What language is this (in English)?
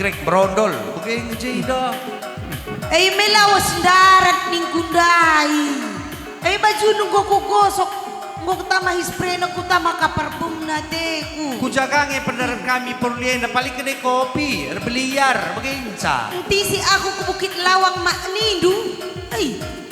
Batak Karo